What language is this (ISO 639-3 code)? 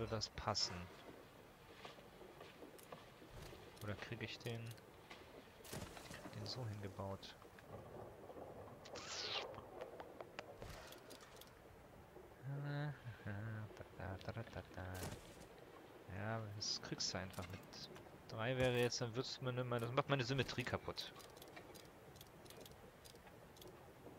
deu